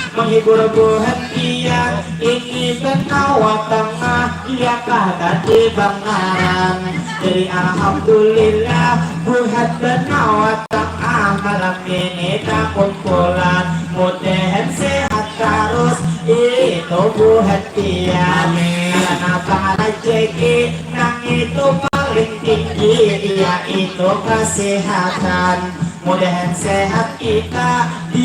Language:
Banjar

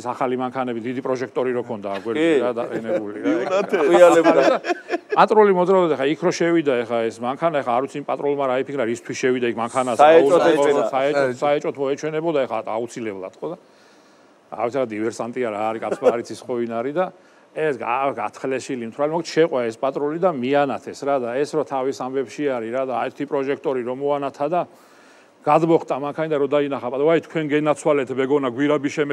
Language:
Georgian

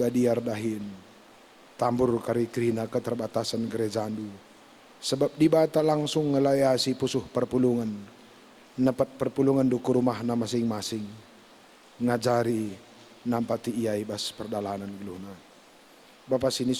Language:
Batak Karo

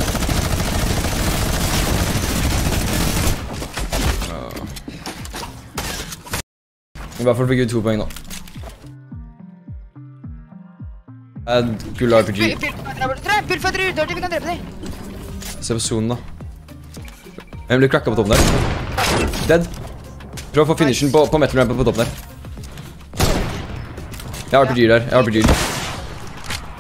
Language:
Norwegian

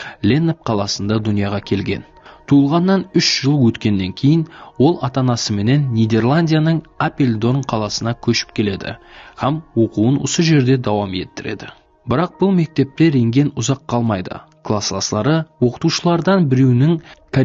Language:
Kara-Kalpak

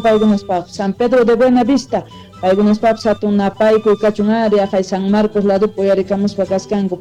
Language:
Quechua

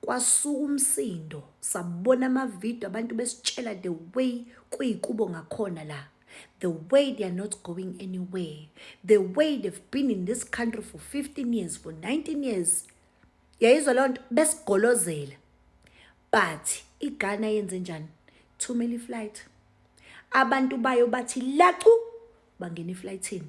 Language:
Zulu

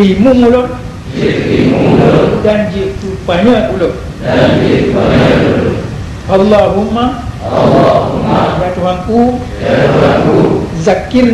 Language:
Achinese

